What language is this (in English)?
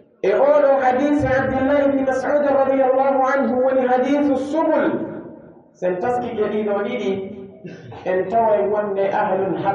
Pular